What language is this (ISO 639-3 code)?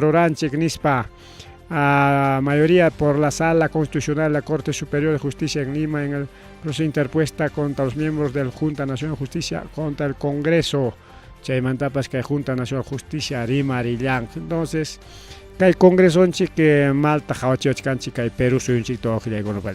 quy